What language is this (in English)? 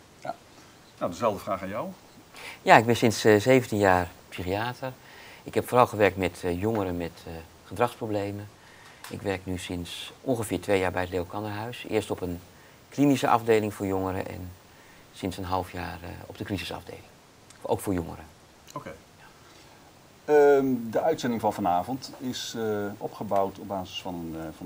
Dutch